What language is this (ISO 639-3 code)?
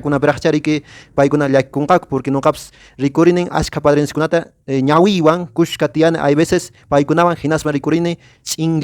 que